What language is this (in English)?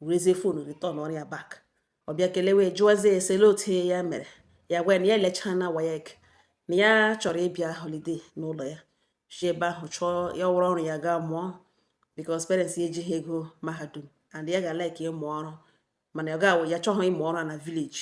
Igbo